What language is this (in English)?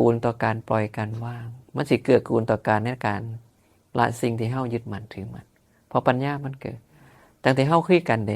Northeastern Thai